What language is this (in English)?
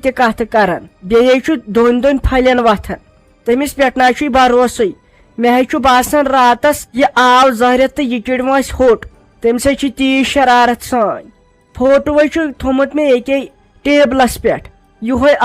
Kashmiri